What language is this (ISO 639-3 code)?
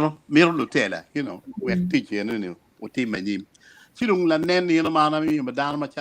ach